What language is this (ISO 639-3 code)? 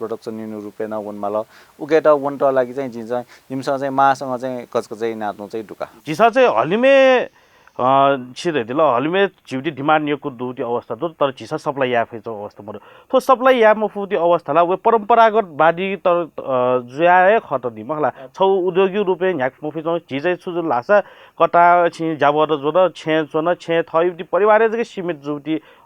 new